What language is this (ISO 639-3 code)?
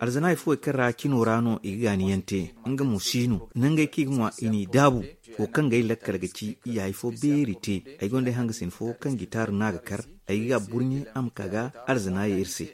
dje